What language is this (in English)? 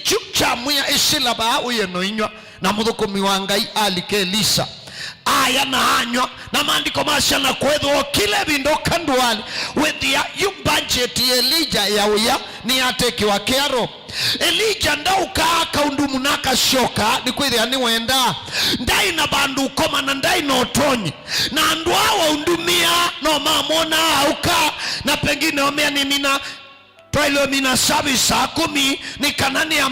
Kamba